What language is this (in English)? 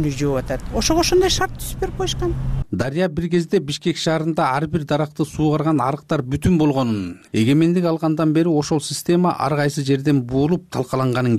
Kyrgyz